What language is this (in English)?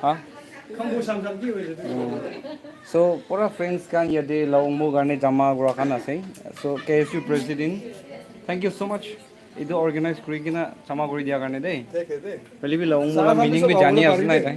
Naga Pidgin